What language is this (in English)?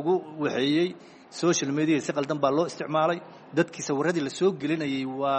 Somali